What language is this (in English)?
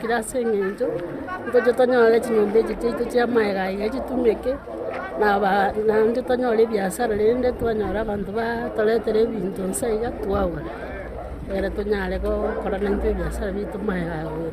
Gusii